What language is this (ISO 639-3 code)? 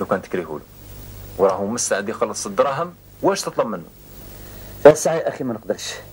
arq